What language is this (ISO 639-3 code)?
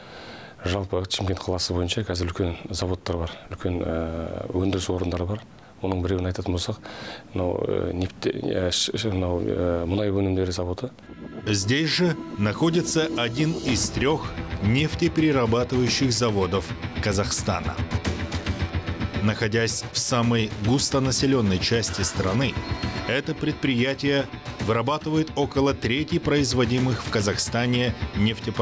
kaz